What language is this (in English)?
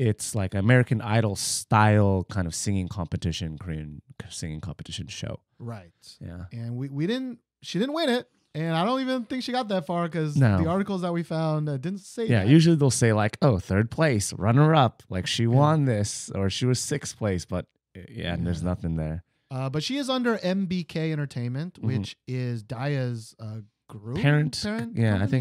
English